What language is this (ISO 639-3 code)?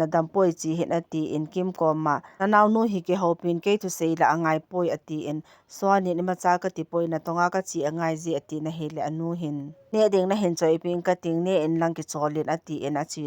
tcz